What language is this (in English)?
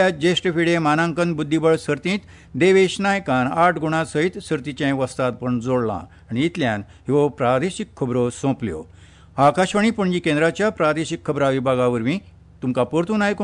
Konkani